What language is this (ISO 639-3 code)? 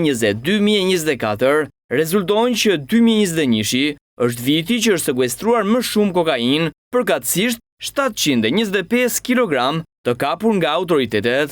sqi